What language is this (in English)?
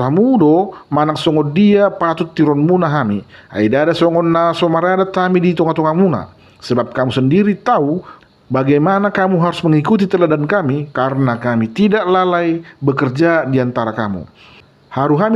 Batak Toba